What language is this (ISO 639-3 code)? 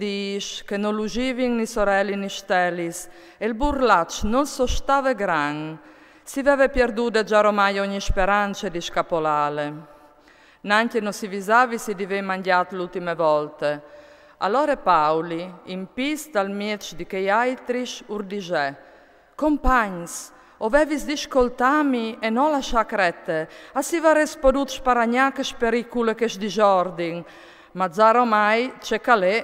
fur